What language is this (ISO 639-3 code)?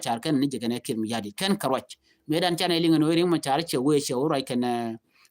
nus